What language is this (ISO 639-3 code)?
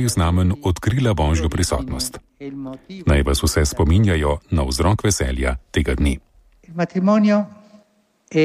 slv